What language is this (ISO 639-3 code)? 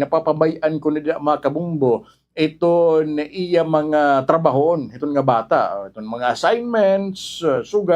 war